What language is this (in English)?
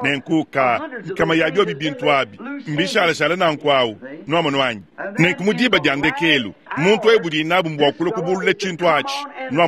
Luba-Lulua